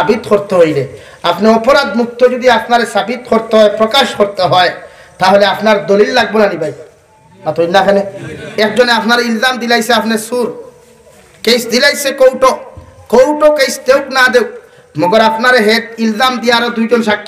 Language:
Sylheti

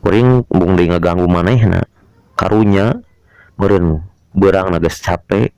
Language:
Sundanese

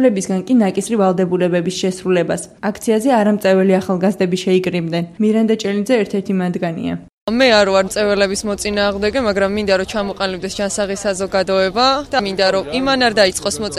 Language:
Georgian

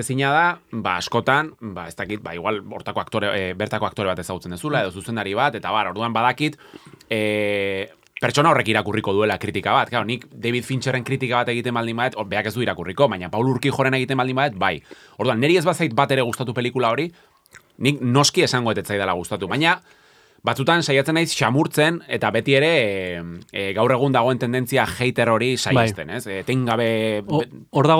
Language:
Basque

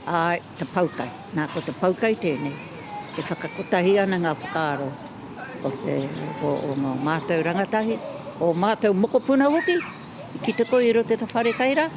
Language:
Māori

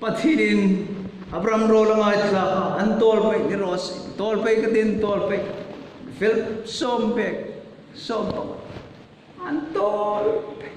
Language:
Hmar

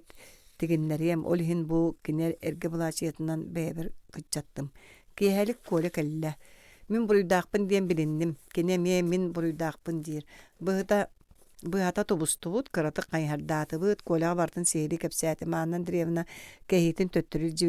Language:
Yakut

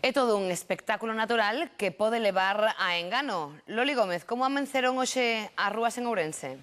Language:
Galician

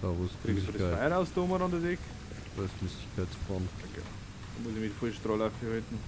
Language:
Bavarian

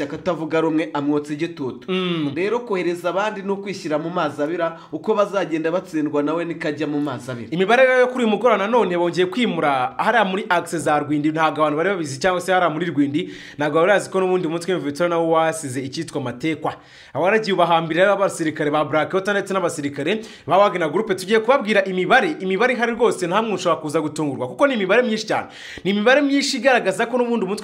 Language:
Kinyarwanda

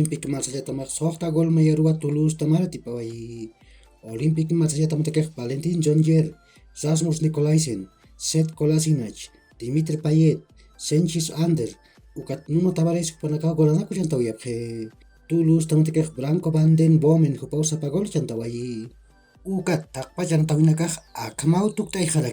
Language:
Aymara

